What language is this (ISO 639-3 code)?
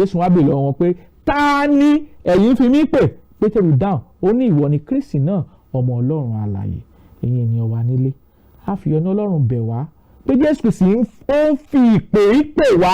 yor